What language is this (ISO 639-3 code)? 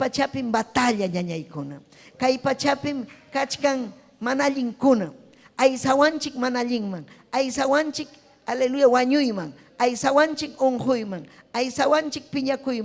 quy